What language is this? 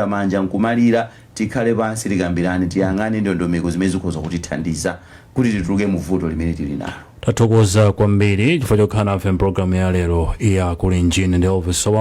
Nyanja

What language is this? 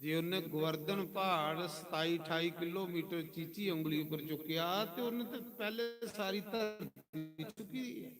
Dogri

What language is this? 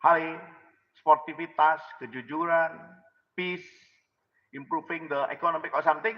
Tetum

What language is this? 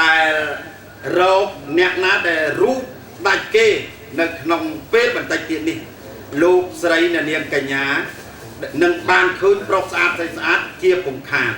Khmer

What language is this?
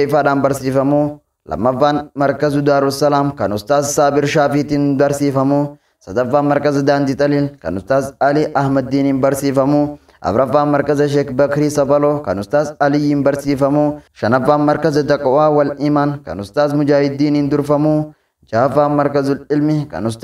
Oromo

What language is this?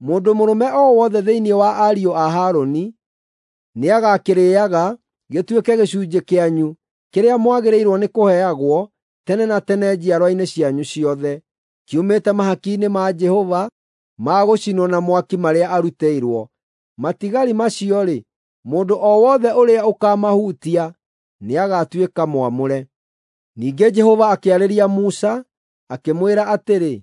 Kikuyu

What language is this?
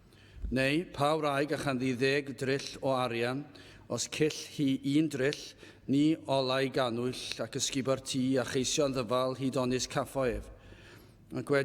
Welsh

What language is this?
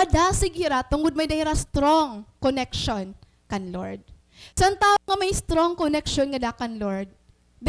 Waray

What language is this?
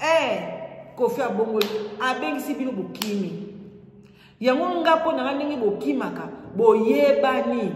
Lingala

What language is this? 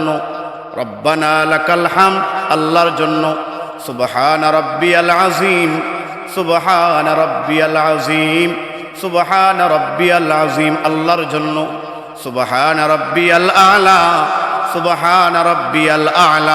Sylheti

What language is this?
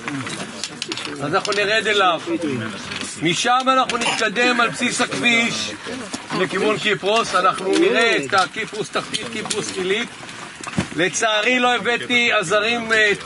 Hebrew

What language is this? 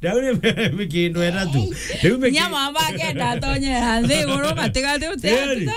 Meru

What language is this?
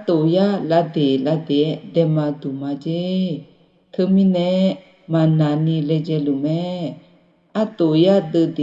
Akha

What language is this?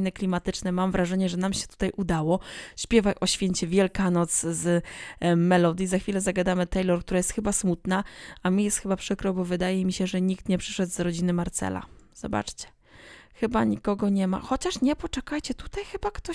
Polish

